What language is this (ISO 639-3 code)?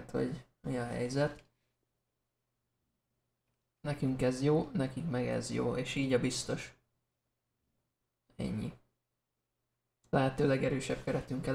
hun